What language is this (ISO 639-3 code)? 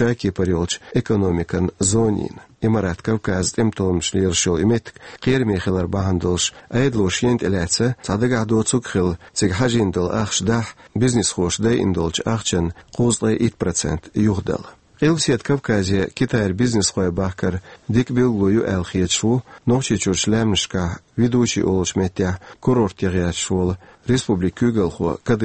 che